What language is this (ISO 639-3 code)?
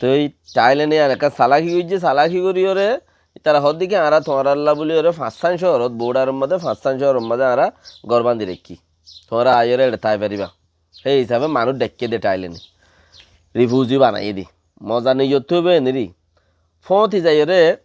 rhg